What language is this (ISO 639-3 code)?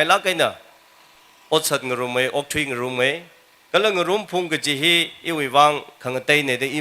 nmf